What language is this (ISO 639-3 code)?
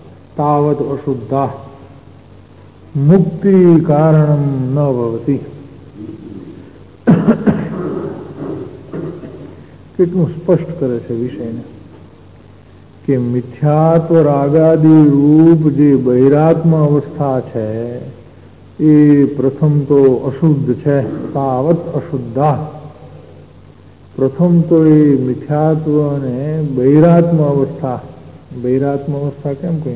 guj